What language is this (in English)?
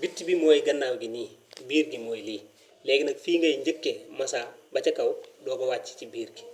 Wolof